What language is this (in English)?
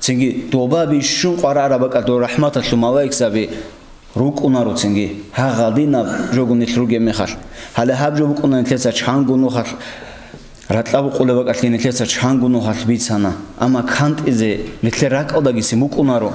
Avaric